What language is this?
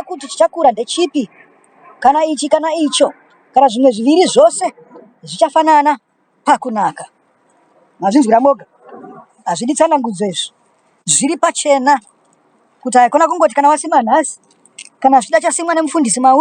Shona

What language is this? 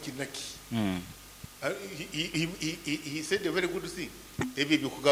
Nyoro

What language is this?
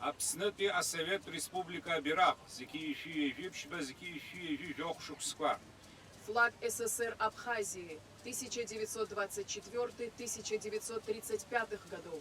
Abkhazian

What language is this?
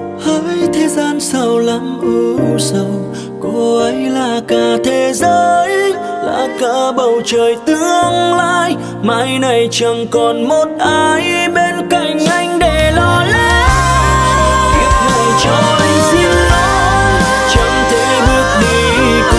Vietnamese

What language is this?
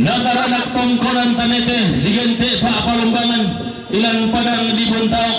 Toraja-Sa'dan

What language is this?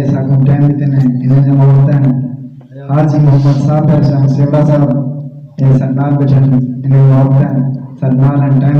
Saraiki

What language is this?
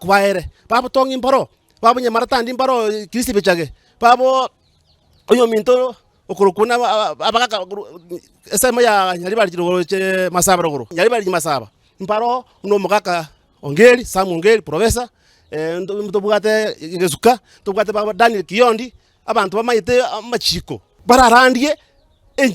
Gusii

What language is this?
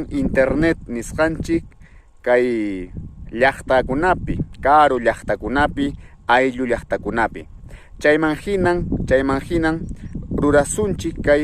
Ayacucho Quechua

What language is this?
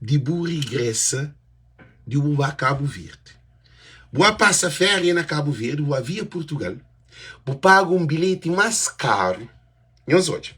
Kabuverdianu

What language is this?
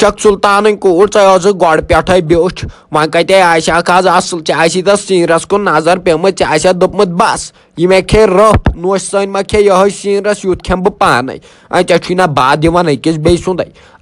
Kashmiri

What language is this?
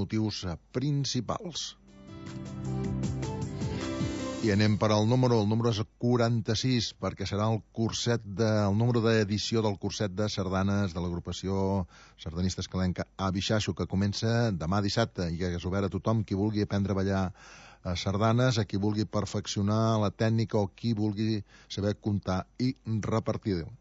Catalan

